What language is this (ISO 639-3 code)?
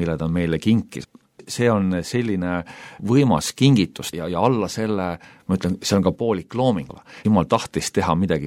est